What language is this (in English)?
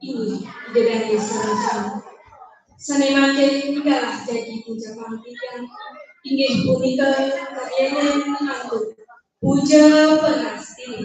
Balinese